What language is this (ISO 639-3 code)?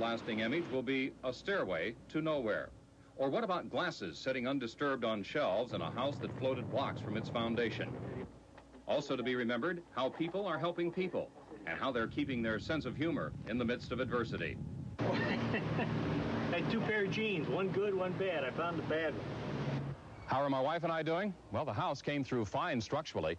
eng